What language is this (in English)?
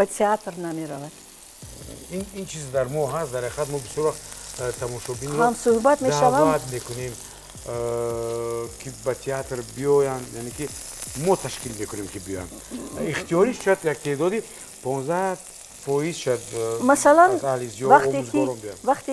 Tajik